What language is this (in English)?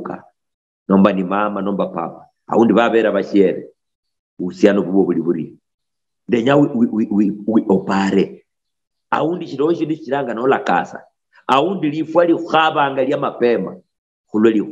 Luyia